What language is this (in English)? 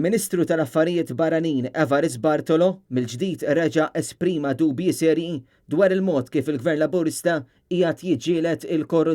Maltese